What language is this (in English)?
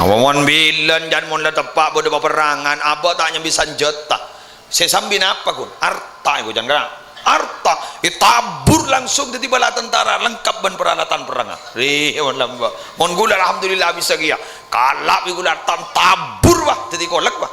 Madurese